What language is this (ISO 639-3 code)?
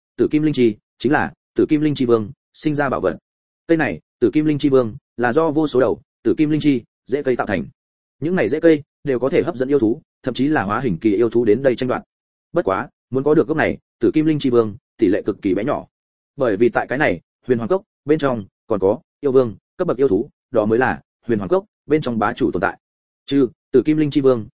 vie